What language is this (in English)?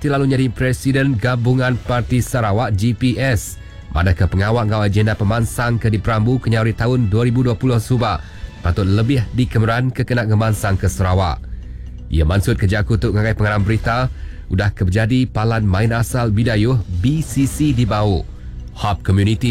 Iban